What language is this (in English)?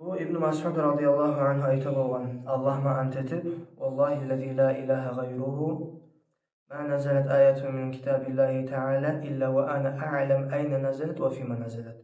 Kumyk